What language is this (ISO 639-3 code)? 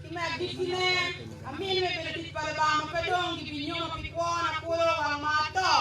ach